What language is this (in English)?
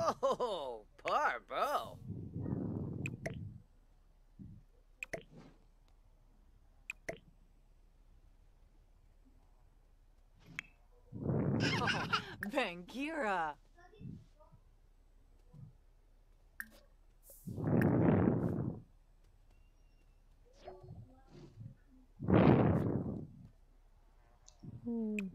Dutch